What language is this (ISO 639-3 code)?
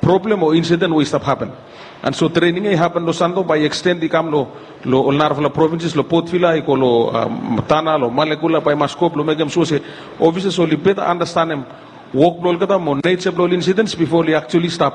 bis